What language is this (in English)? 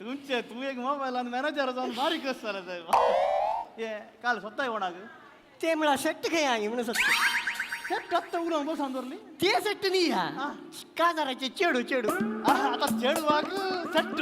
Konkani